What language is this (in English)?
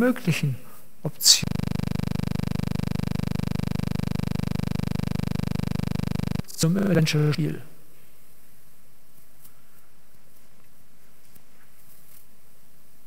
German